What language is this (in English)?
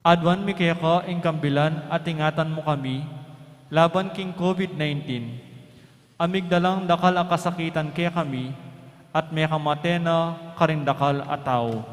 Pampanga